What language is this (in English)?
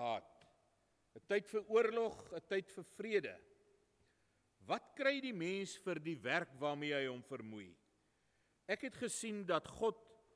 Afrikaans